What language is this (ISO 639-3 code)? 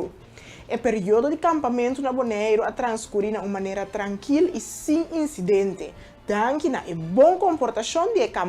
pap